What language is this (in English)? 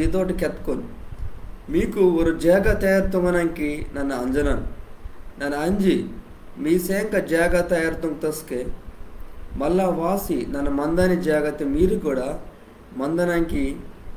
Koya